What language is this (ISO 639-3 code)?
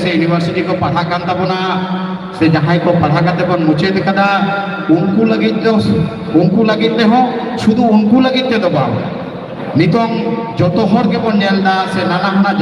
sat